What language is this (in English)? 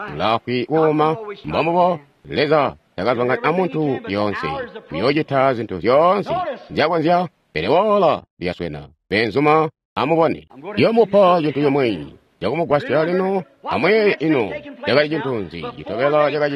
Tonga (Zambia)